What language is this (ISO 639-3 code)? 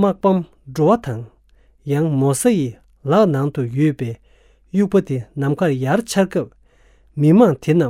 bod